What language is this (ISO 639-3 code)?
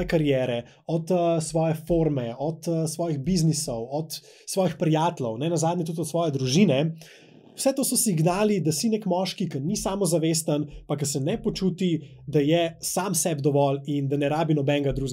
slv